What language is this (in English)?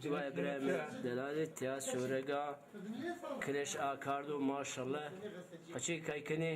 Zaza